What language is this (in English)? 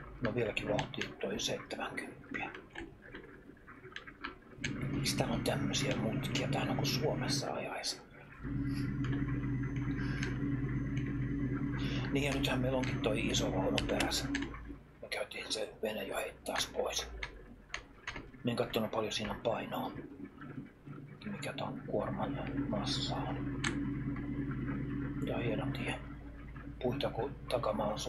Finnish